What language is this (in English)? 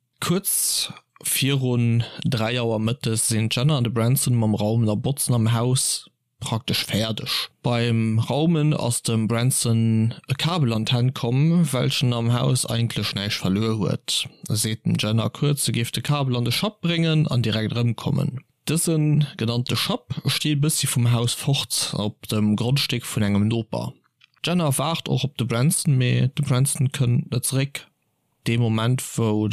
Luxembourgish